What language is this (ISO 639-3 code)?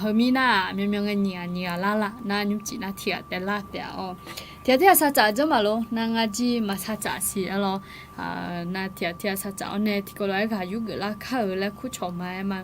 ahk